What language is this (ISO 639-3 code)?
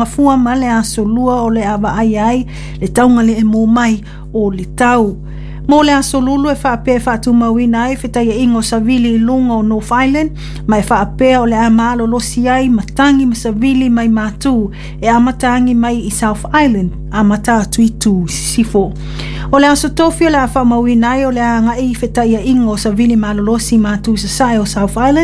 smo